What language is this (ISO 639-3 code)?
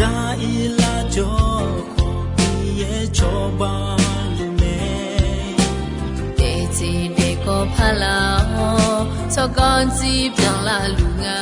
ahk